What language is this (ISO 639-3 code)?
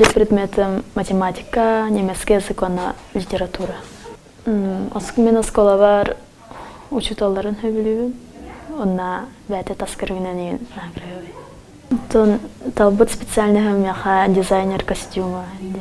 sah